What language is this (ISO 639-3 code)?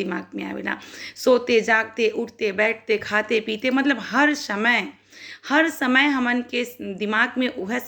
bho